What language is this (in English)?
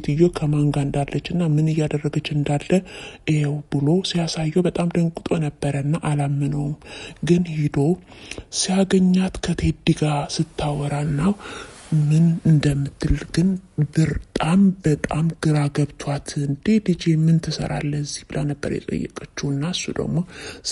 Amharic